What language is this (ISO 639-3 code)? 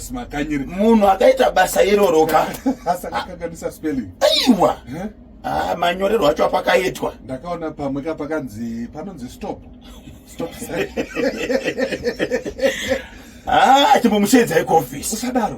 sna